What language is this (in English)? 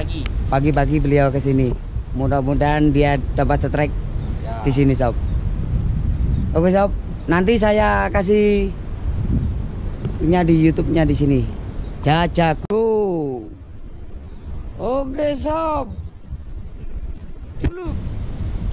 Indonesian